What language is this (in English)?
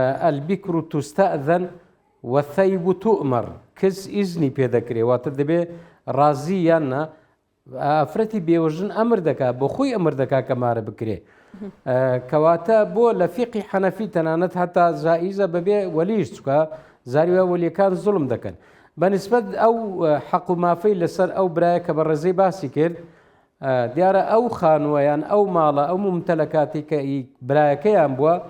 Central Kurdish